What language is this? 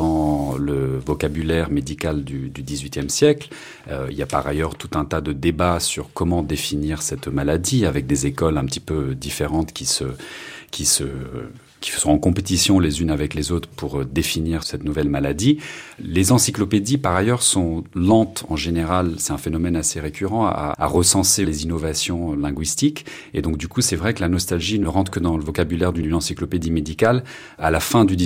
French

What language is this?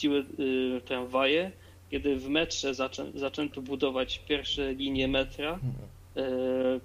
Polish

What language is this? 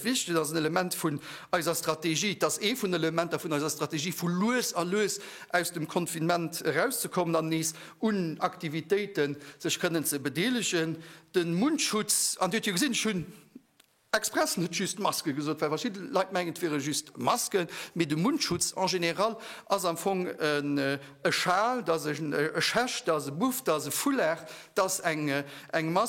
Luxembourgish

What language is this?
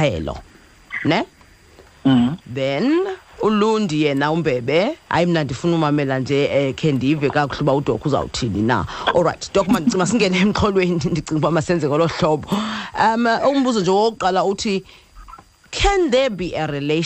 Xhosa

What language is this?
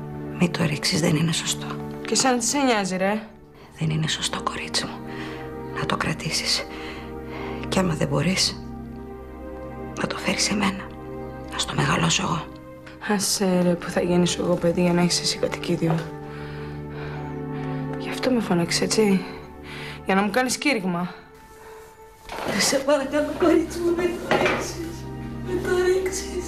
Greek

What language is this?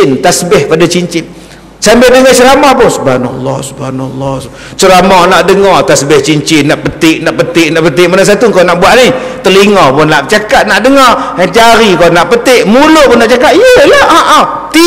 Malay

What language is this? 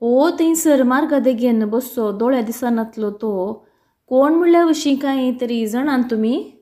Konkani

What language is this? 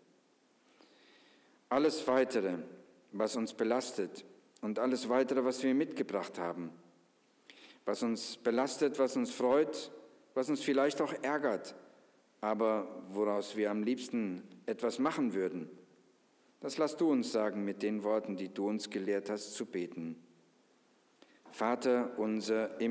German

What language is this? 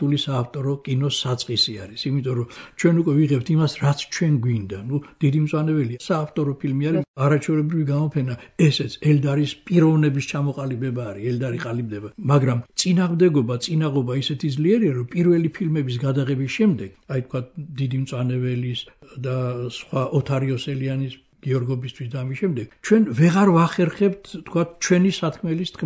Georgian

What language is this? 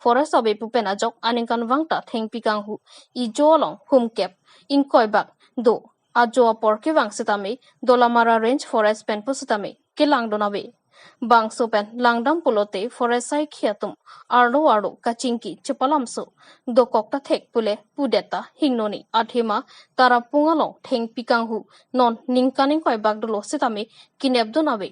Karbi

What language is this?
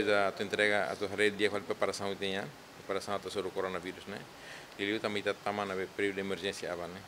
Tetum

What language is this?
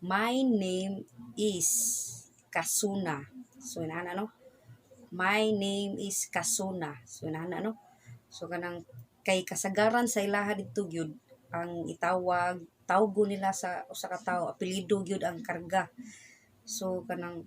Cebuano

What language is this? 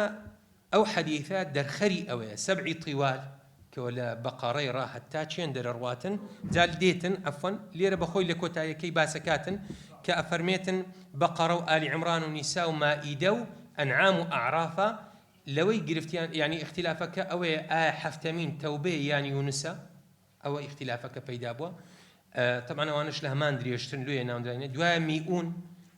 Central Kurdish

